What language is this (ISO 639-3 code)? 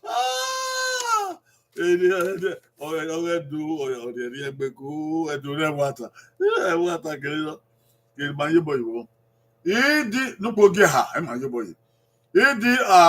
bin